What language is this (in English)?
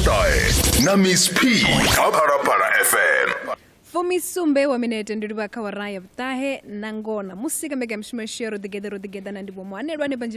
Venda